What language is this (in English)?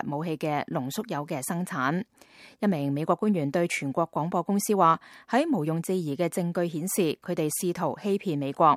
Cantonese